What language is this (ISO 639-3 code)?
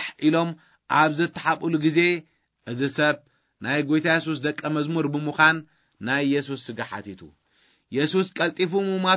tir